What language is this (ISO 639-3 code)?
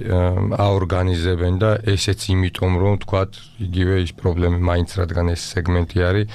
kat